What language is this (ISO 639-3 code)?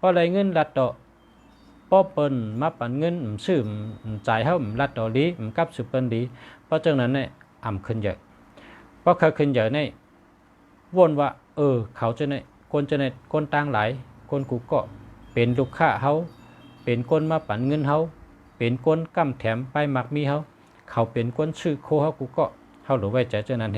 shn